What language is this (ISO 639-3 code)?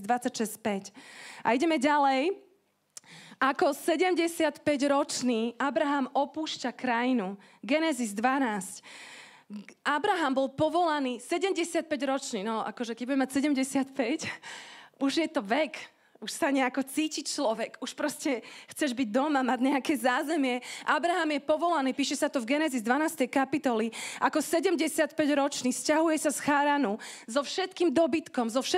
slk